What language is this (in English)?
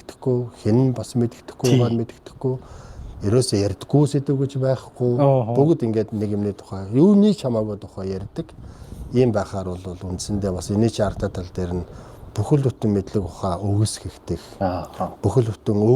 Mongolian